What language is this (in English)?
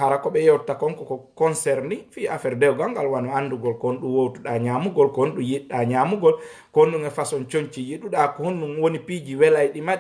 Fula